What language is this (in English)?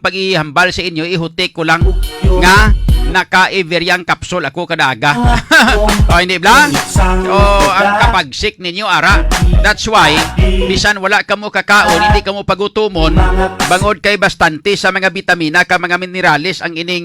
Hiligaynon